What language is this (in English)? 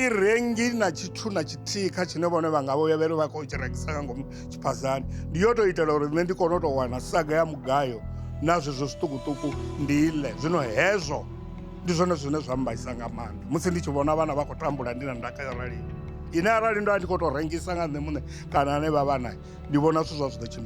Venda